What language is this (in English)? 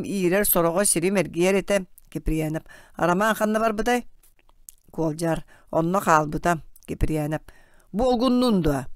Yakut